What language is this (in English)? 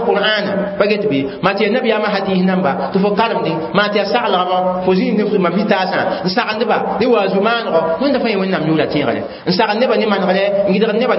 Mossi